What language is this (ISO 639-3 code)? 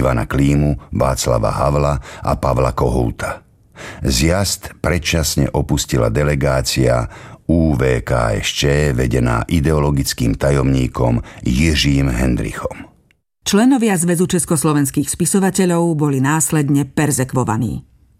slk